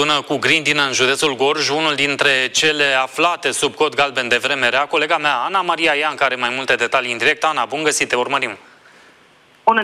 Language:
Romanian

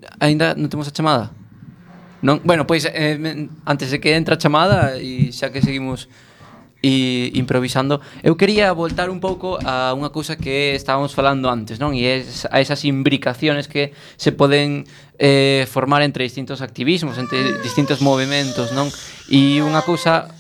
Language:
Galician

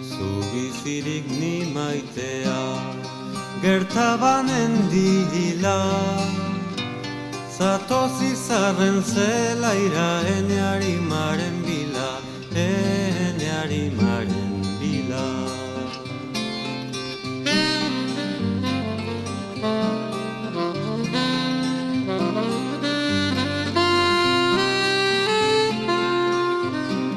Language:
Basque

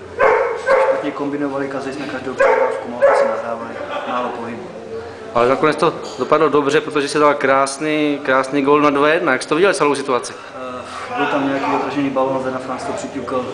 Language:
Czech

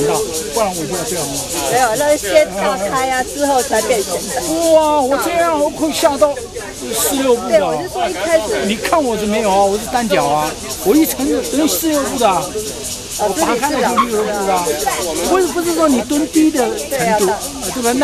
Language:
Chinese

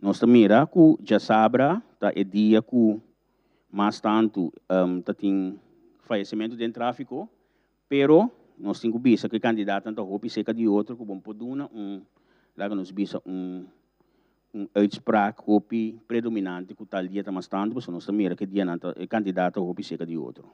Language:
Papiamento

